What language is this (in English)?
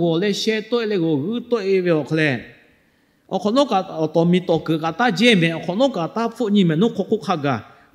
Lahu